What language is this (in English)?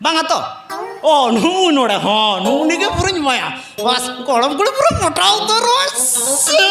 Santali